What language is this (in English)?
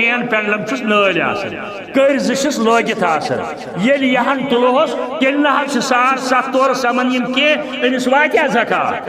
Kashmiri